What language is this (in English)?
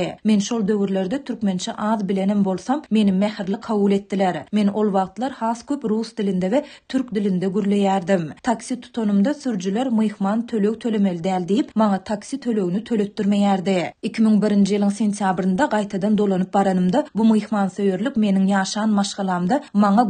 Turkmen